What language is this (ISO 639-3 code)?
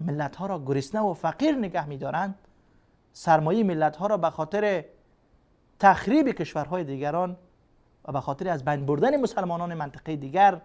fas